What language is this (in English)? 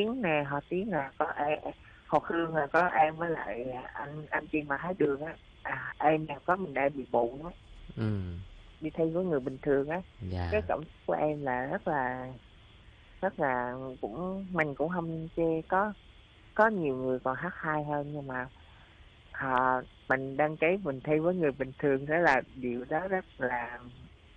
Vietnamese